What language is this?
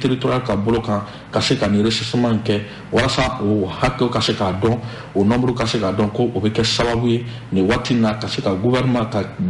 Bambara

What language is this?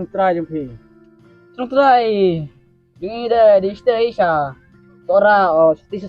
Khasi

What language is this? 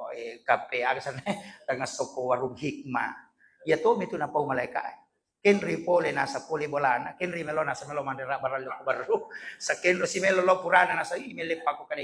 Buginese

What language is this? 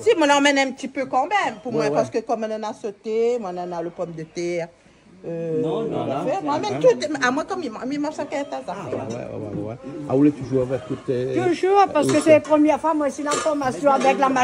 Réunion Creole French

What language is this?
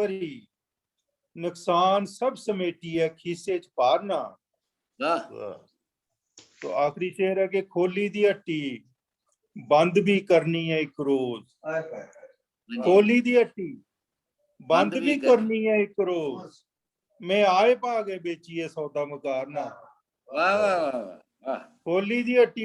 Dogri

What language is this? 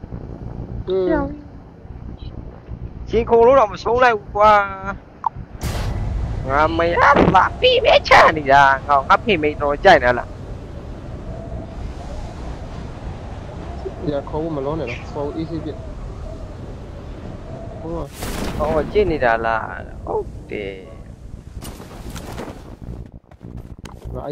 Burmese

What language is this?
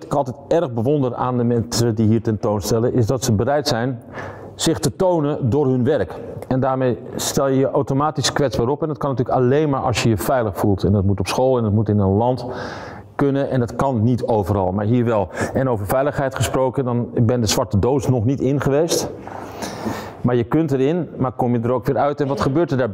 Dutch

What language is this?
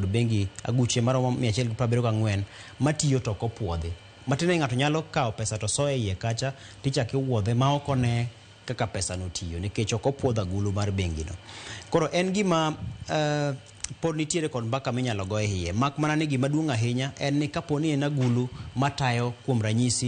Luo (Kenya and Tanzania)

